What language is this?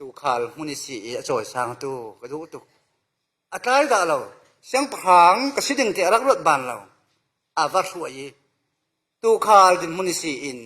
Falam Chin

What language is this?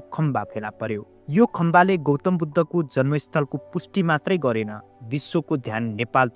Nepali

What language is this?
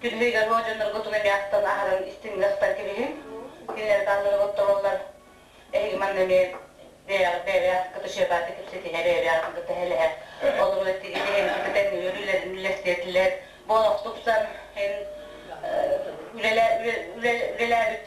Yakut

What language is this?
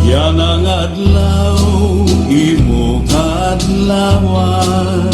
Waray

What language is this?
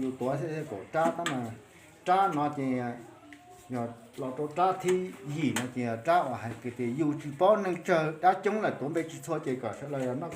Hmong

